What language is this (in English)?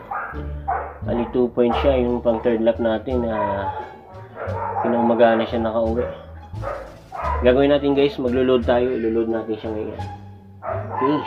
Filipino